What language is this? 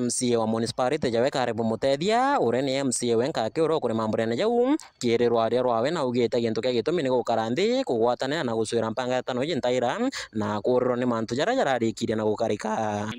Meru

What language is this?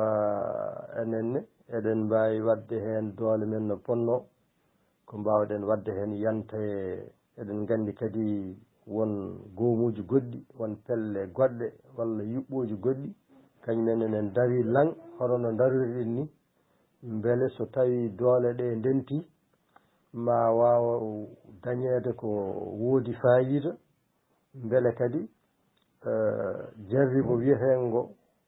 Fula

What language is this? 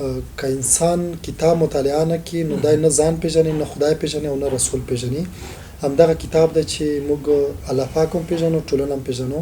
Pashto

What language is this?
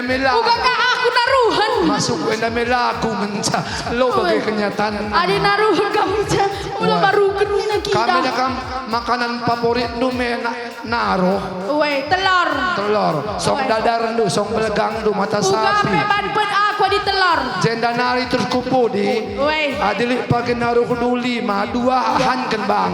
Batak Karo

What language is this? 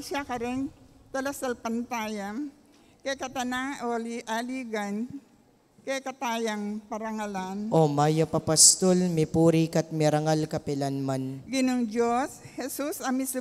Pampanga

